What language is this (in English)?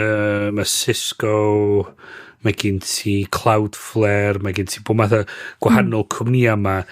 Welsh